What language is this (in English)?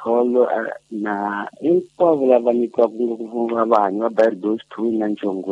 Tsonga